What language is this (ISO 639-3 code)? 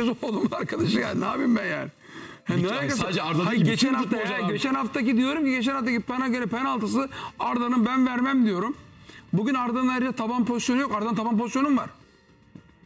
tur